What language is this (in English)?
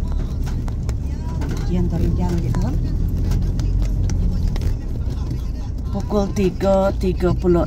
Malay